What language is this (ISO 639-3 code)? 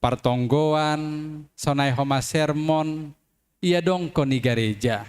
bts